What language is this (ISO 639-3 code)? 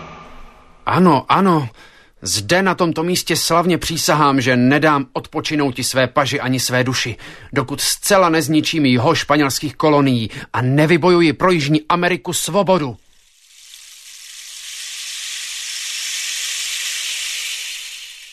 ces